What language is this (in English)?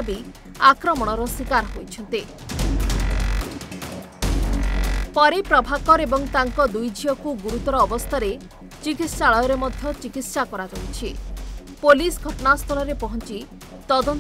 Odia